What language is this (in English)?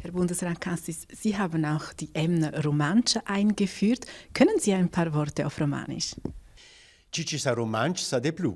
Romansh